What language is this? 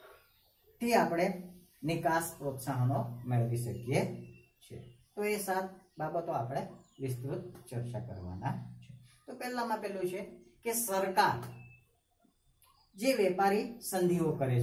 Gujarati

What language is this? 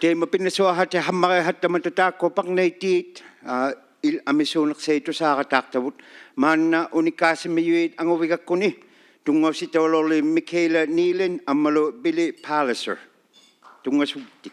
Inuktitut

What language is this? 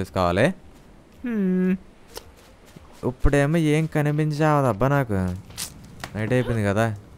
Telugu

